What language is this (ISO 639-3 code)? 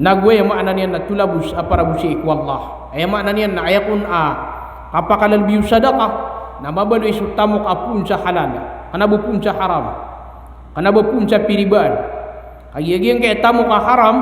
mrw